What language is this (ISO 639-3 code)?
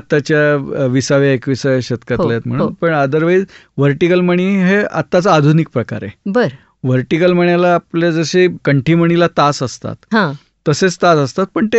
mar